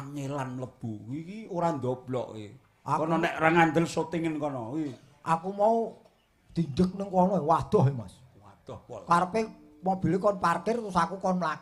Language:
Javanese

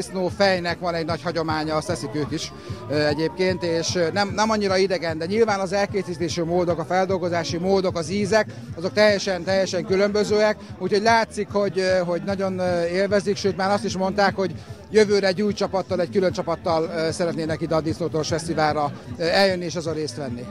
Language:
Hungarian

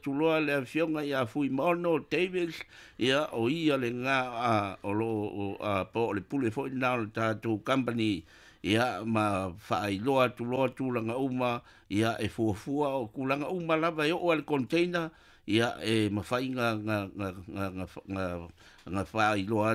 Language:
Samoan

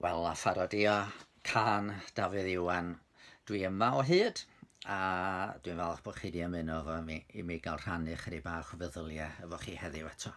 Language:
Welsh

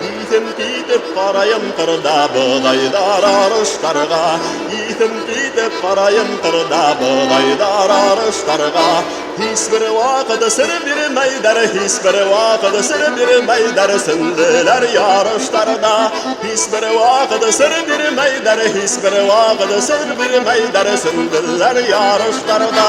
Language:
Bashkir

